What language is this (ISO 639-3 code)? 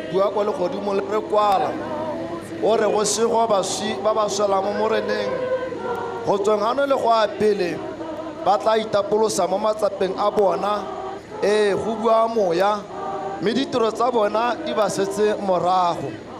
tsn